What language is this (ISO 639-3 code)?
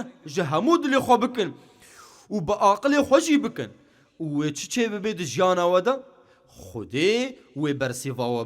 kur